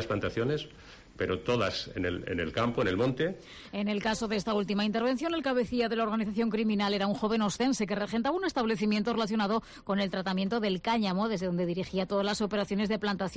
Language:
Spanish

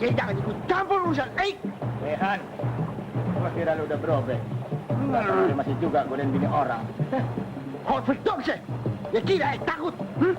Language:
Betawi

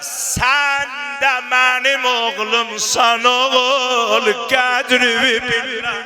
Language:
South Azerbaijani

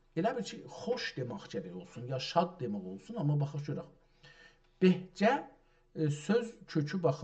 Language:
South Azerbaijani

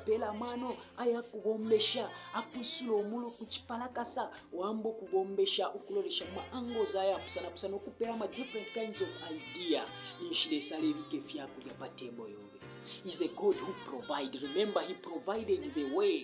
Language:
Bemba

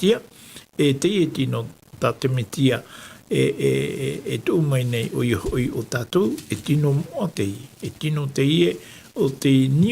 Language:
Tahitian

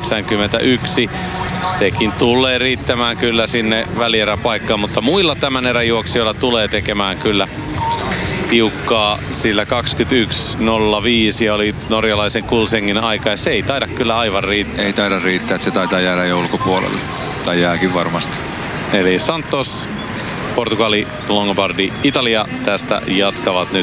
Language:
Finnish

